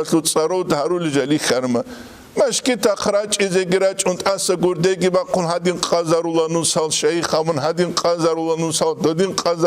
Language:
Avaric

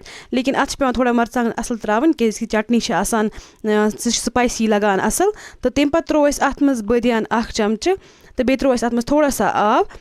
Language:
Kashmiri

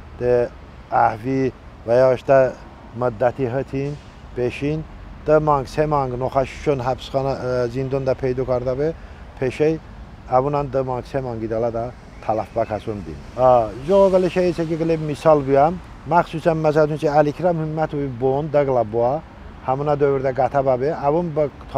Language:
Talysh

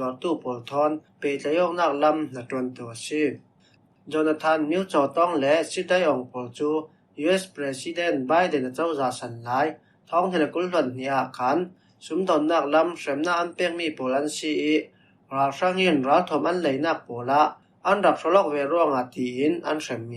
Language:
Falam Chin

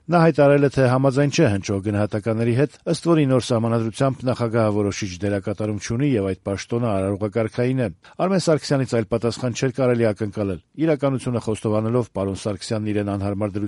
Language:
Armenian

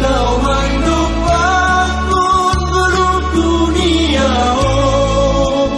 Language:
Batak Simalungun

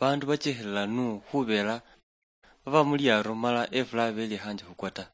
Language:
Luyia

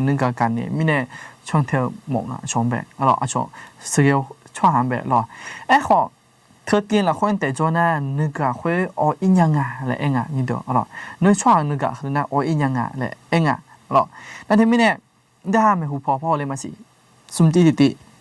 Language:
Akha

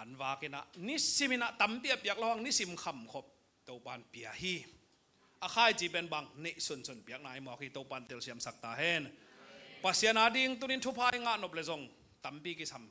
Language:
Tedim Chin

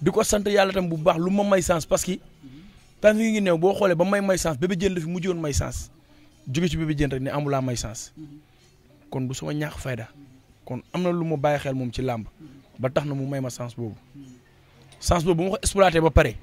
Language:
Wolof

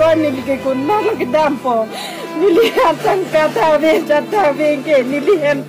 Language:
Karbi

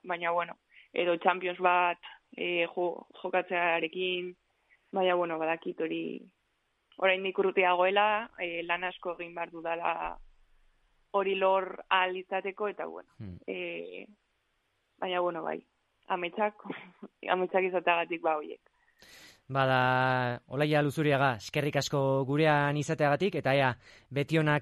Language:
Basque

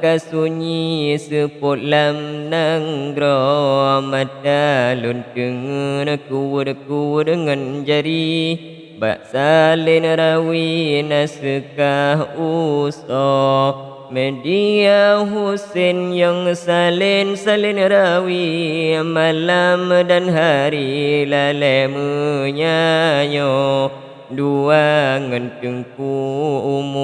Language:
Achinese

